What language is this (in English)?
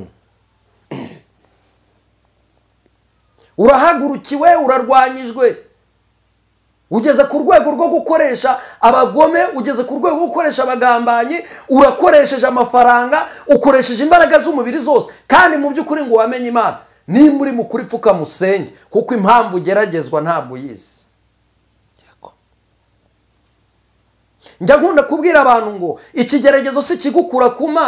Kinyarwanda